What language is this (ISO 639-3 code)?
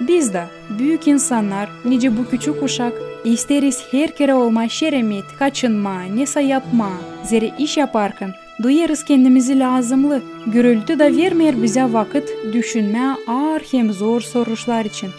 gag